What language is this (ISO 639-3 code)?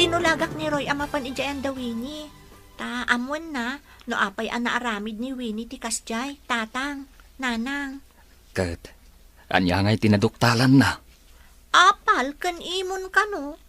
ilo